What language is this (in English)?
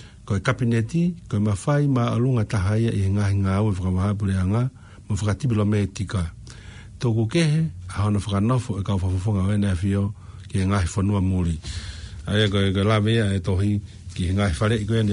Tongan